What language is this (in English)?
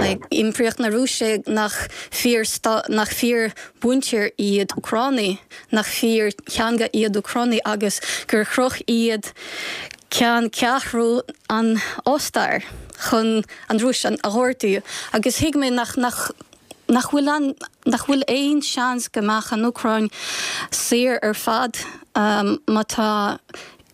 Irish